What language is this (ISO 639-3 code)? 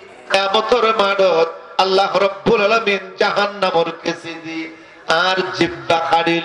rhg